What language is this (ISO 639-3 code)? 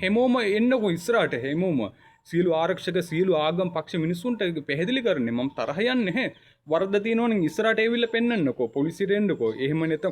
sin